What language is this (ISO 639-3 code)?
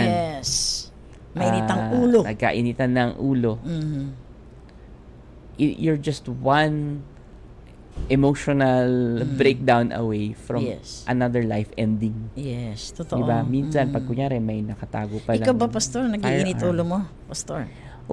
fil